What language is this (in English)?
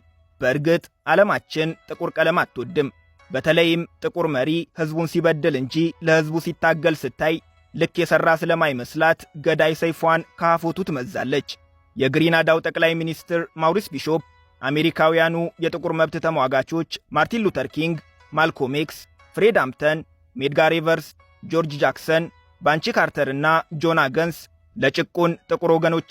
Amharic